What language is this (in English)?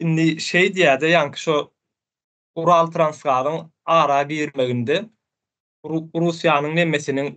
Turkmen